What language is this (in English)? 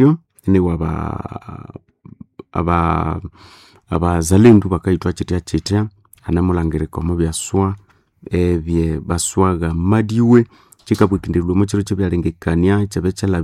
Nande